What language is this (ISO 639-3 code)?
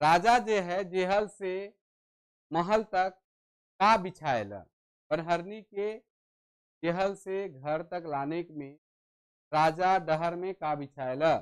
sck